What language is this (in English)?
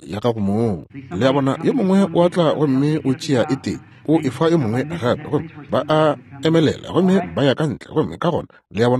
Northern Sotho